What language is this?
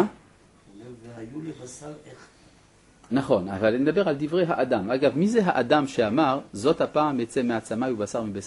Hebrew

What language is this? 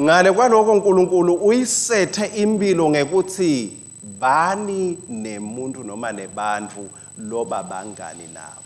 Swati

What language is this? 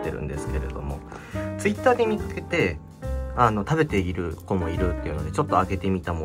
Japanese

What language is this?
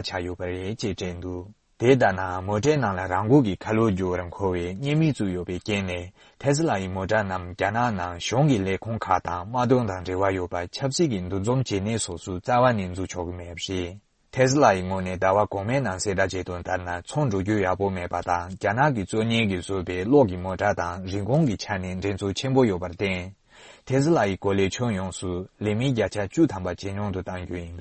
Tibetan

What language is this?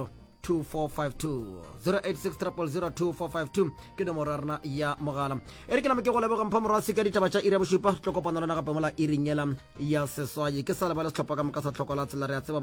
Northern Sotho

